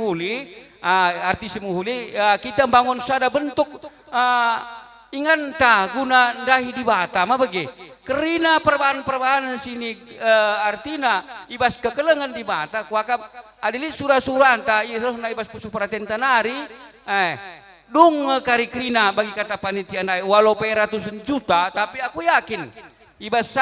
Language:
Batak Karo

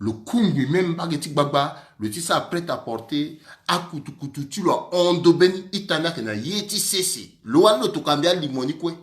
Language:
Sango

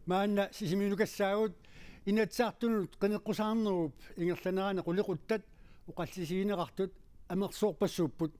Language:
Kalaallisut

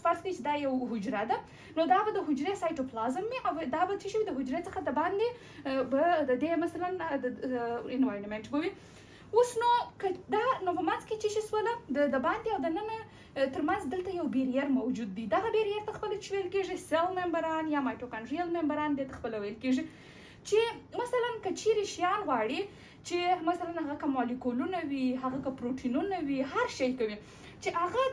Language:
Pashto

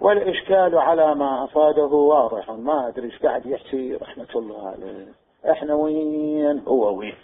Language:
Mesopotamian Arabic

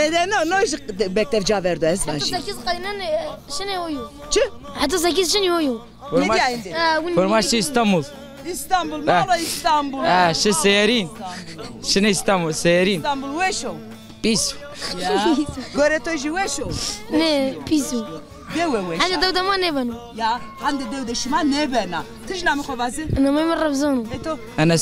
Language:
Zaza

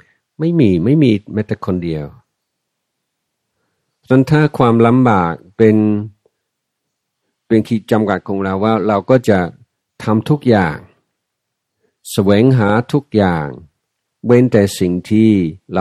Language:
Thai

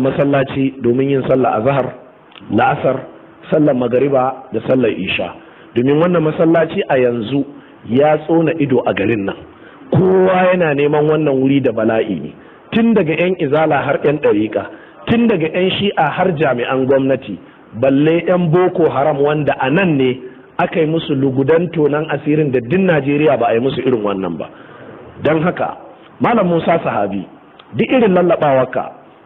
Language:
Hausa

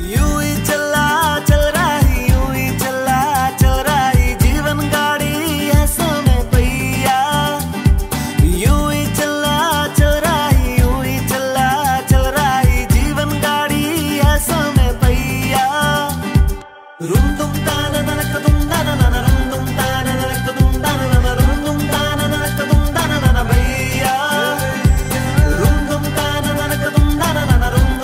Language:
Kannada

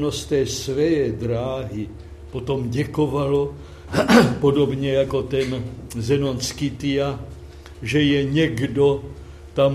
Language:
Czech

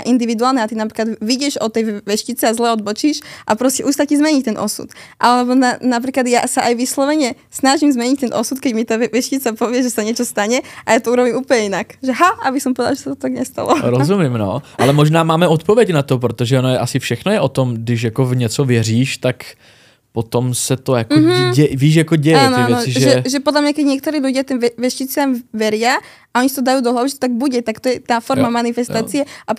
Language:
Slovak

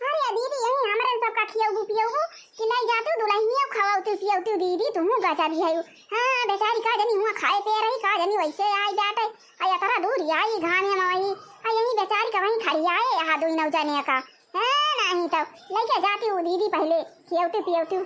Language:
Awadhi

